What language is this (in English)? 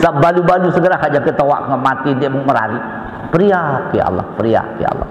Sasak